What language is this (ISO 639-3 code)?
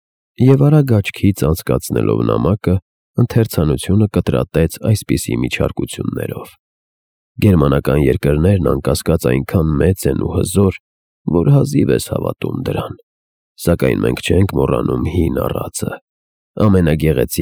hye